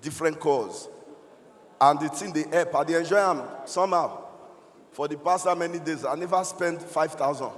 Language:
Nigerian Pidgin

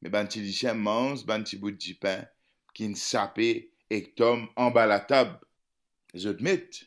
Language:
Morisyen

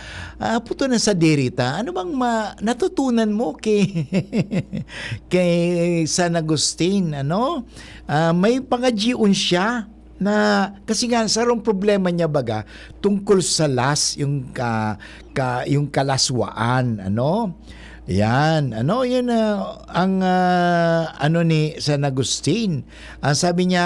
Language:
Bikol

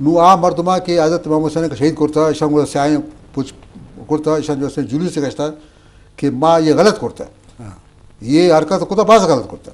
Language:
Eastern Balochi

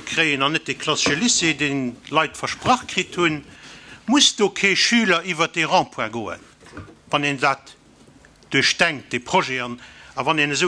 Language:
Luxembourgish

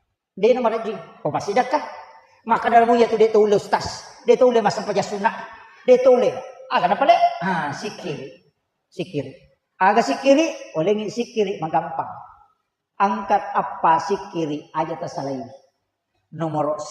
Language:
Buginese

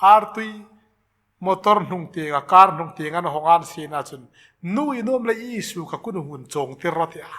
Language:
Hmar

